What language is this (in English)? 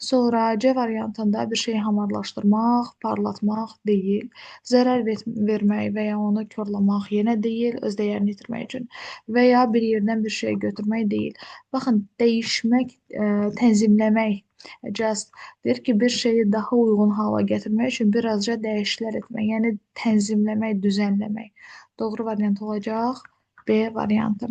Azerbaijani